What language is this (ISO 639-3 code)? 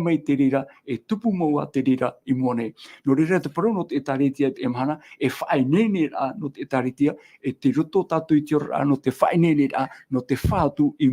tah